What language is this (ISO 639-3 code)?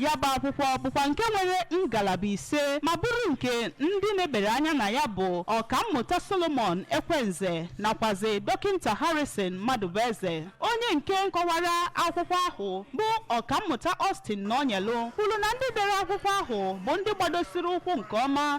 ibo